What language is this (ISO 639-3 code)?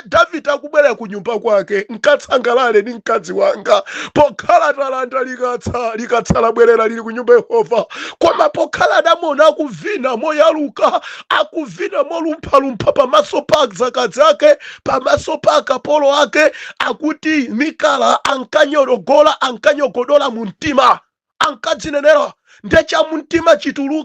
nya